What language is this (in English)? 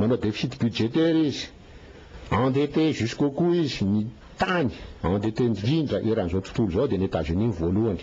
Malagasy